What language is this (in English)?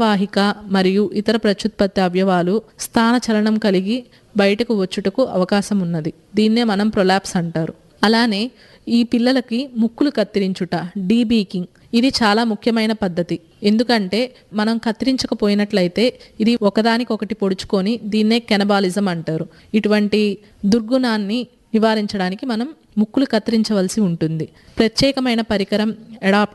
Telugu